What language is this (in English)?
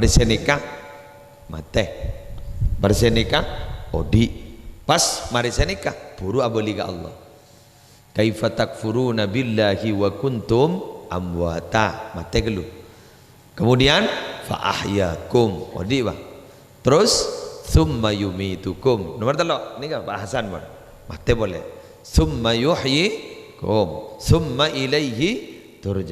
Madurese